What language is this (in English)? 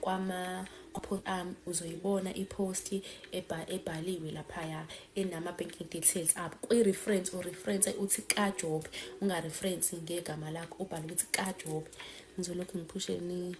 Zulu